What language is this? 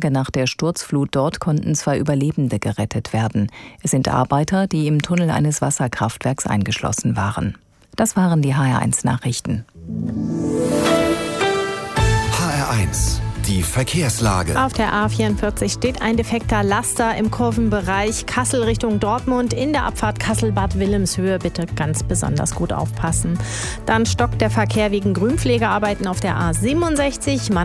German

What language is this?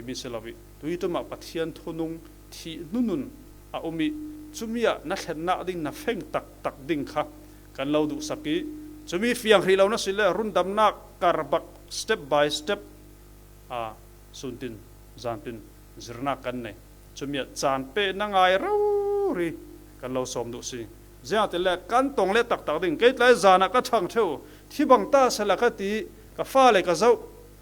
Falam Chin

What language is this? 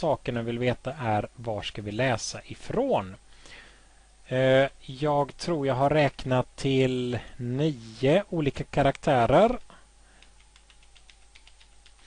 Swedish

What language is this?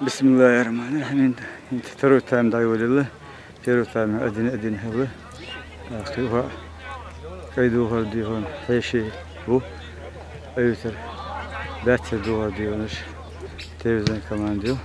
Chechen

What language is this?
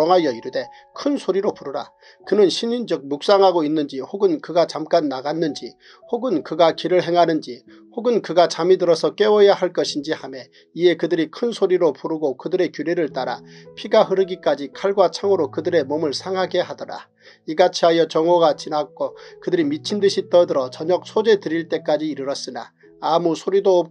Korean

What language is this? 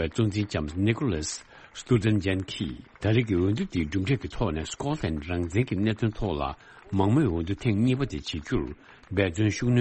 Tibetan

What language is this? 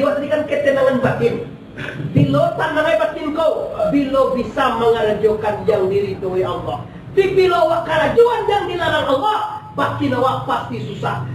Minangkabau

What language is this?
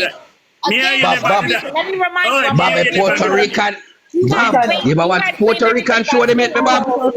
Jamaican Creole English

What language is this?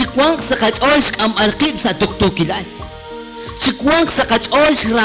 Kekchí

